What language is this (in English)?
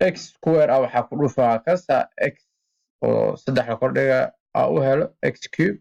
Somali